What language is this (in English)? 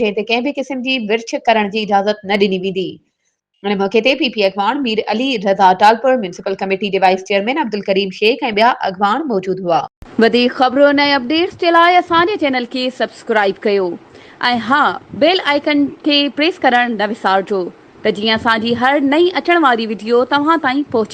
Sindhi